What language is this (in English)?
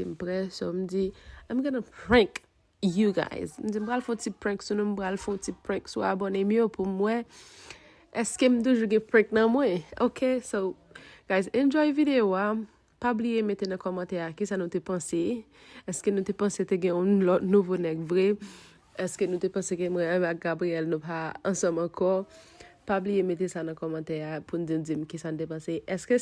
Haitian Creole